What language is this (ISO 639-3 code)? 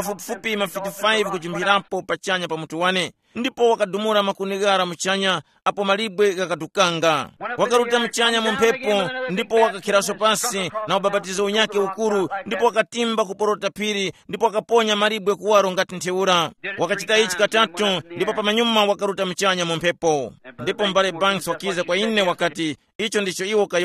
tum